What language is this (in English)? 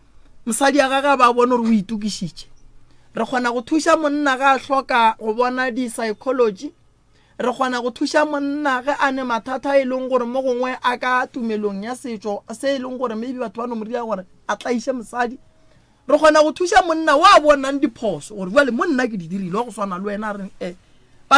Northern Sotho